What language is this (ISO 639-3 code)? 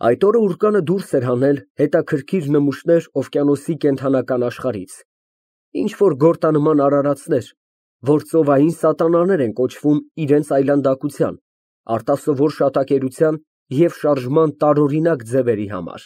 hye